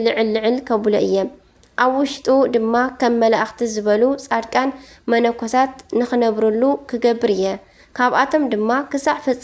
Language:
Tigrinya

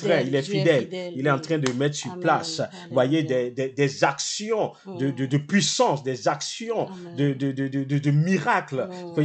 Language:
French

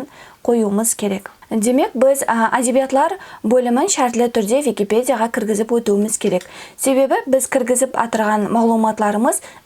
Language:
Kara-Kalpak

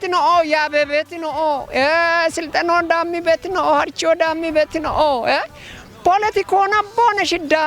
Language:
Kafa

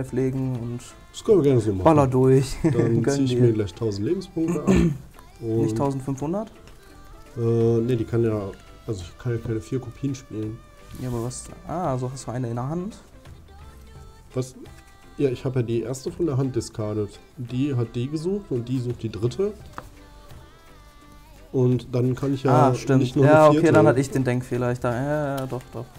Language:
German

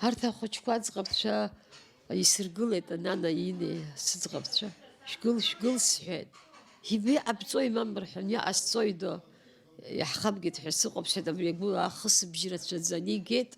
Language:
Abkhazian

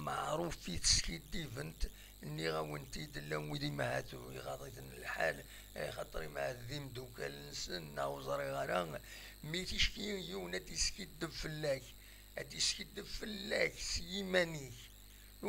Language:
Kabyle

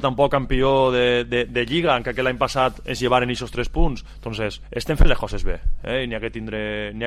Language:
Catalan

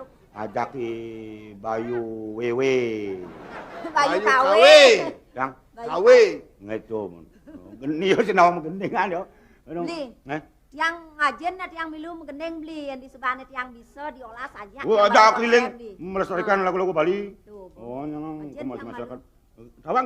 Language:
Balinese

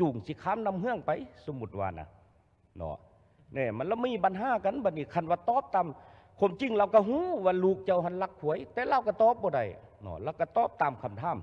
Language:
Lao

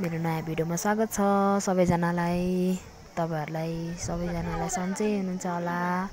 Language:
Nepali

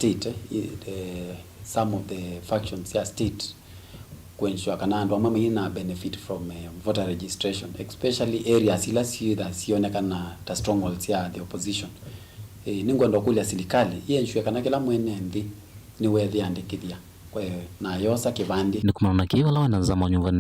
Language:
Kamba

